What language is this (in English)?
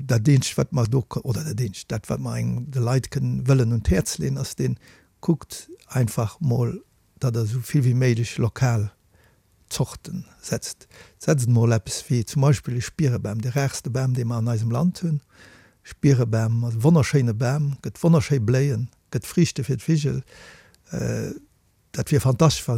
Luxembourgish